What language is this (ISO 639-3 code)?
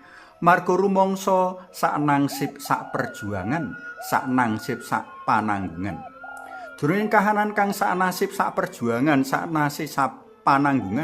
jav